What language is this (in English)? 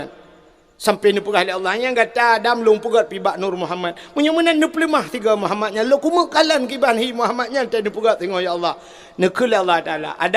Achinese